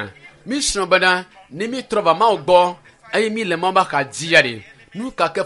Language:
Ewe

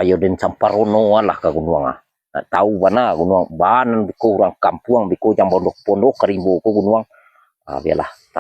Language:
Minangkabau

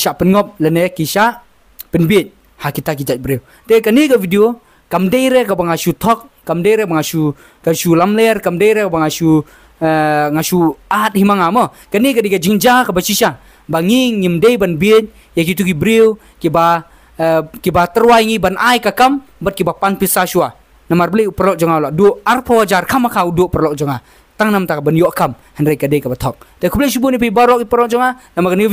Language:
Khasi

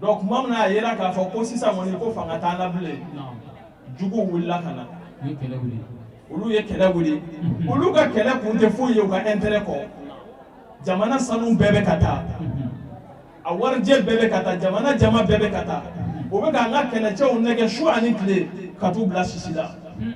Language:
Bambara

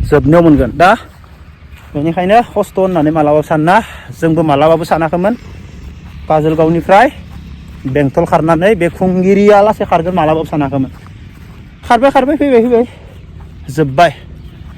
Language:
Bodo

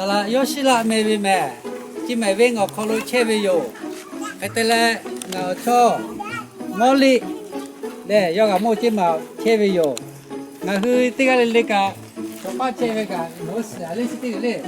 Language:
Lahu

